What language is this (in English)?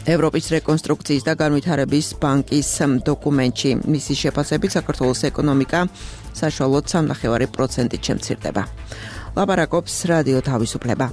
Georgian